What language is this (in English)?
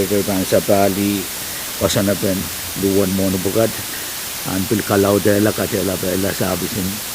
Pohnpeian